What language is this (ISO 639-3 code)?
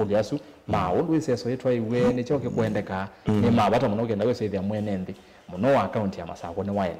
kam